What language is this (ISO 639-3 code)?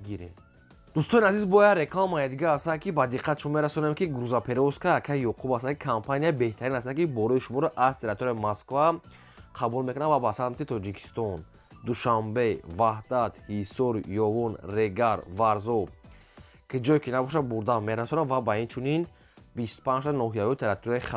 tgk